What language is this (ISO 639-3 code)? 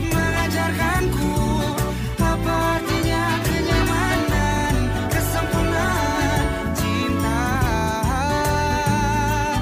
ind